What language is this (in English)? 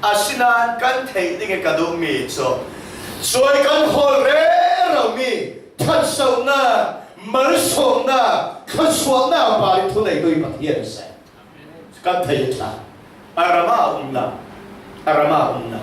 Falam Chin